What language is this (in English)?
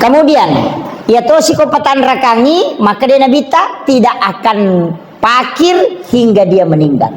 Buginese